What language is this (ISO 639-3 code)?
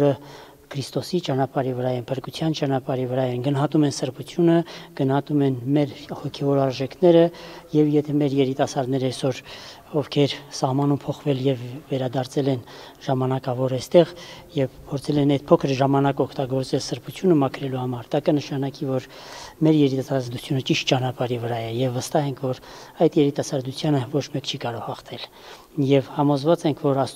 hye